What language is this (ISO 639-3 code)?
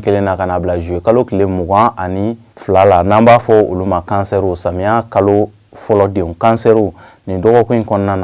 bam